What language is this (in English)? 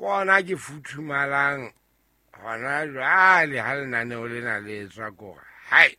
Southern Sotho